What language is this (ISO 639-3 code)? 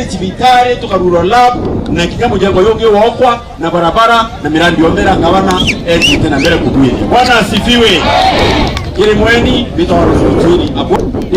mer